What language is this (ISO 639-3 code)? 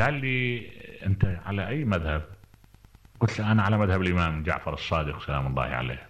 acm